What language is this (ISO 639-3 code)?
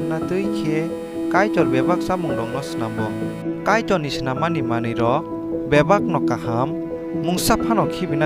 trp